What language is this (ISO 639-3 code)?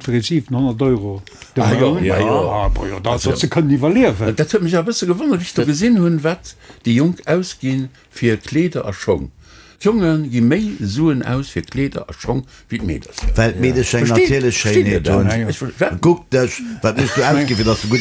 ltz